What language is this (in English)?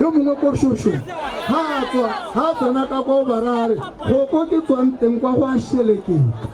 Tswana